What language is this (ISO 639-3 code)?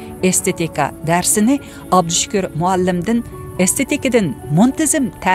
uig